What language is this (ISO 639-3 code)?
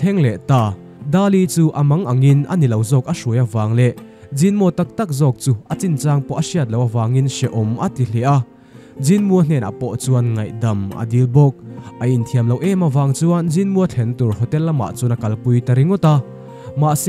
lus